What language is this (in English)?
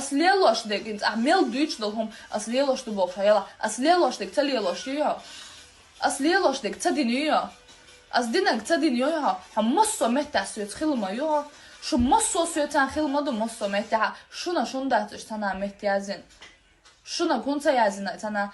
Chechen